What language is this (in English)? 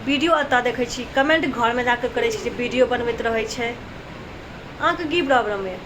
Maithili